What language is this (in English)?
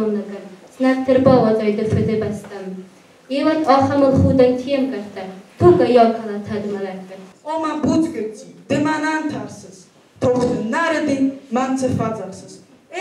Ossetic